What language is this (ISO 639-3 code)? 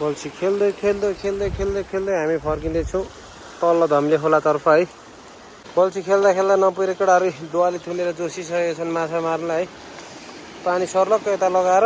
nep